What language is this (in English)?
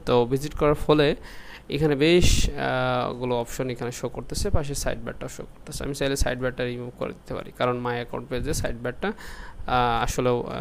Bangla